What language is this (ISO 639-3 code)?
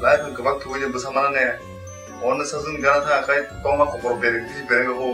trp